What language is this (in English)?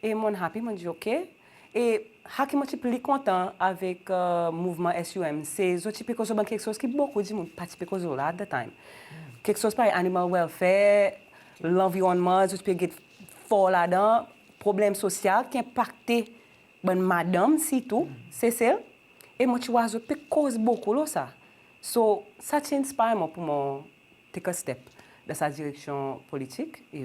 Seselwa Creole French